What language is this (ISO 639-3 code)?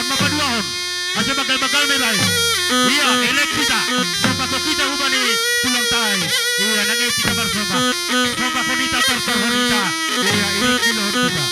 bts